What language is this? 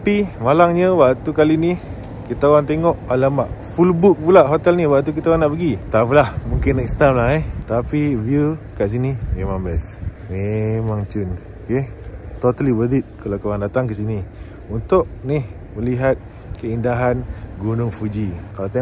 Malay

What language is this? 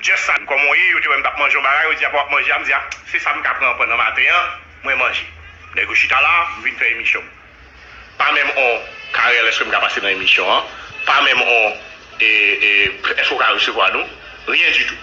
Haitian Creole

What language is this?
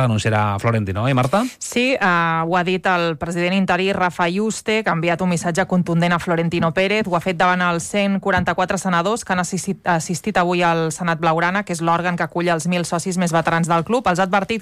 Catalan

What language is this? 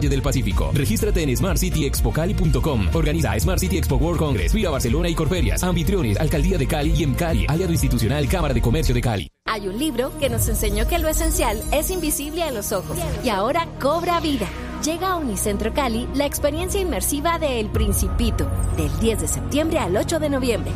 Spanish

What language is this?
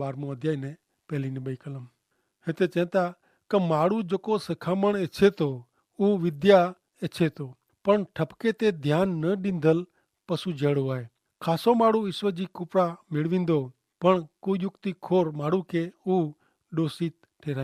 Kachhi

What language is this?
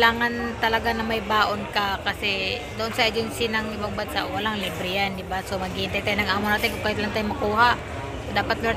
Filipino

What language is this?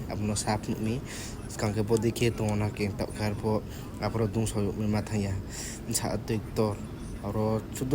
Riang (India)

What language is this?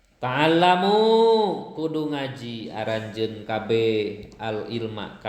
Sundanese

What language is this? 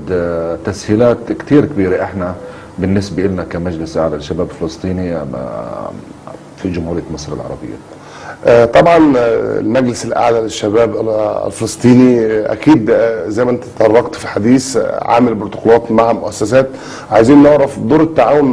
Egyptian Arabic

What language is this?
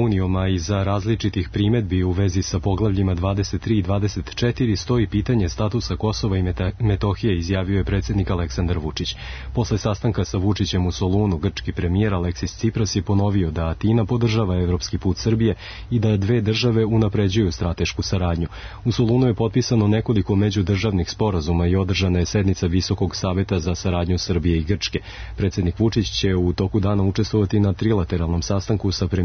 Serbian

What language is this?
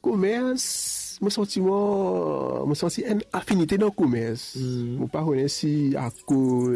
Morisyen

